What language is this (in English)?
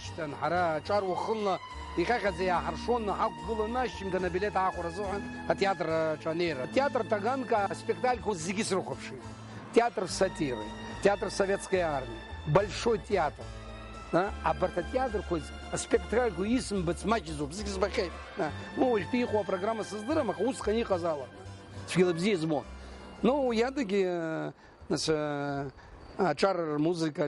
Abkhazian